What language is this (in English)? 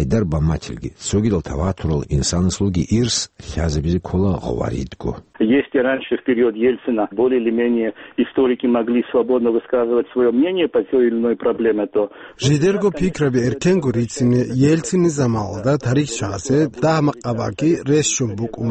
Avaric